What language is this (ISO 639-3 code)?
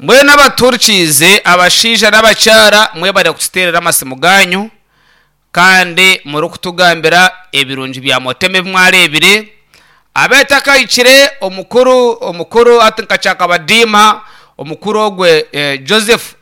nyn